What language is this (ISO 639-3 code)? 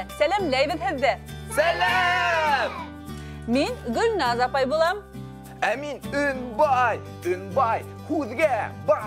bak